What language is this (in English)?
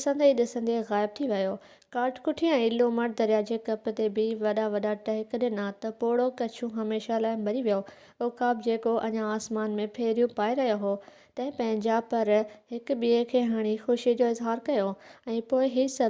Sindhi